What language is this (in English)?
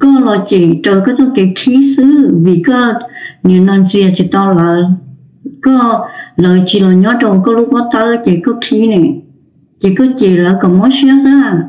Hmong